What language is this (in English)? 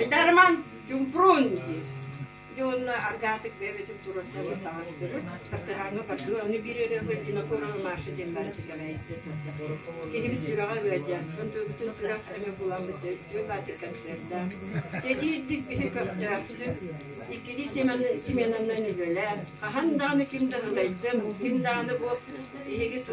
Yakut